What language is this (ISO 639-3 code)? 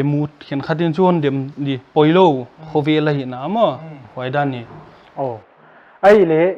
pck